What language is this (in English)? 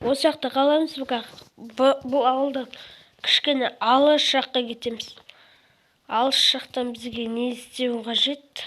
Kazakh